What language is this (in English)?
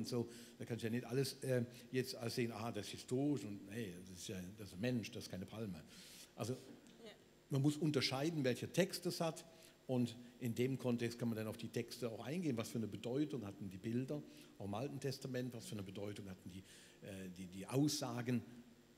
Swiss German